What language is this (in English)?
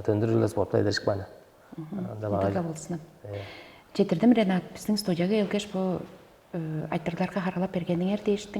Tuvinian